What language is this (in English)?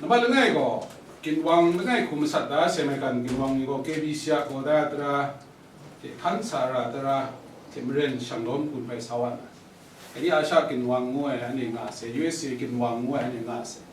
Kachin